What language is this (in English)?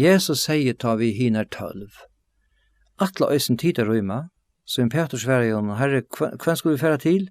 Faroese